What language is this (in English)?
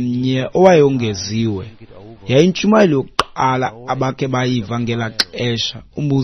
Xhosa